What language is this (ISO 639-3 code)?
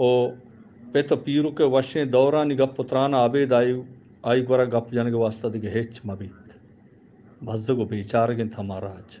bgp